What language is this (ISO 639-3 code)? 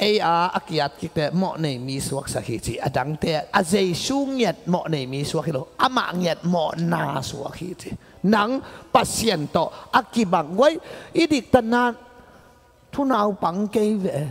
ctd